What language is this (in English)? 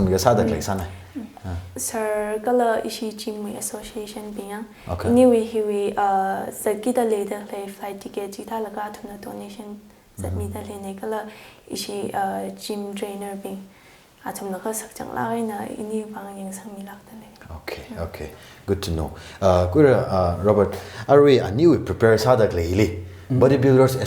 Tangkhul Naga (India)